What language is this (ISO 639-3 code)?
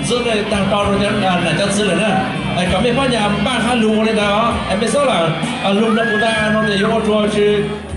hmn